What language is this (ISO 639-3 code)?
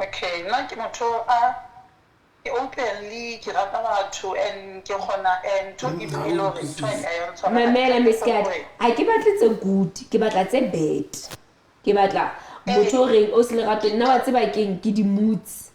sot